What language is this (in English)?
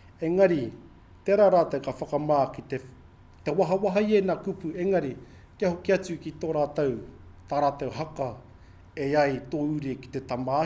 Māori